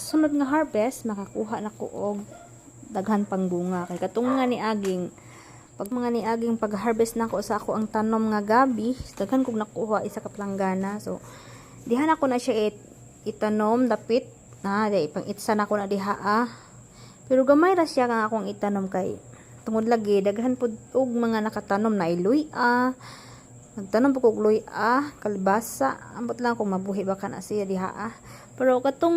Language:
Cebuano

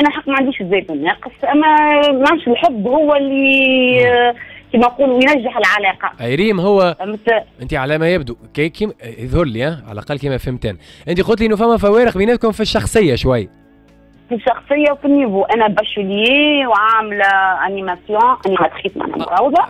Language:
Tunisian Arabic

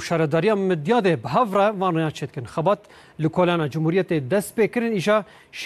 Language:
Kurdish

